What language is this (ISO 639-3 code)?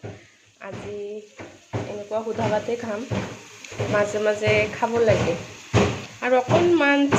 asm